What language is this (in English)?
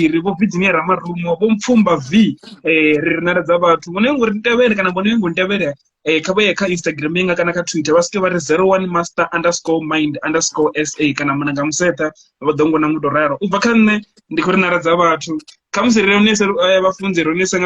Venda